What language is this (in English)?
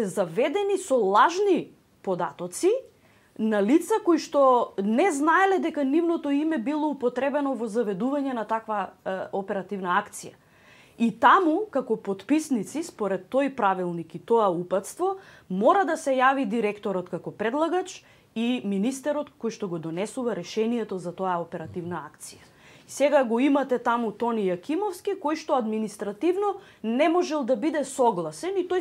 Macedonian